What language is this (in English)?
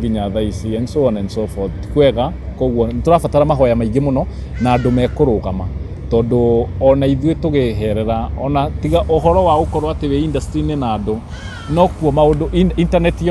Kikuyu